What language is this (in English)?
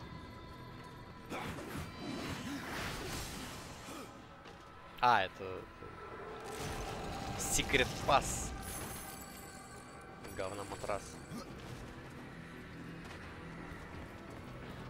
Russian